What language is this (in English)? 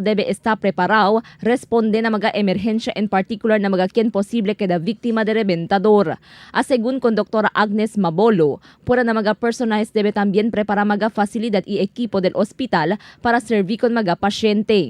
Chavacano